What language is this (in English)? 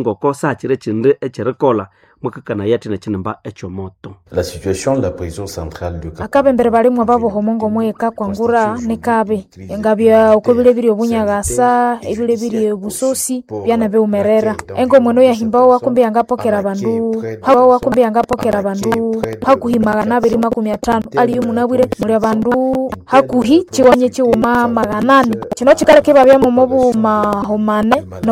Nande